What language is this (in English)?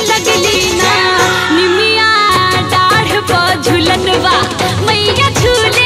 Bhojpuri